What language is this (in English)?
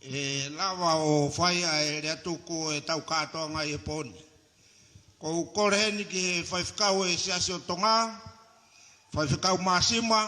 Tongan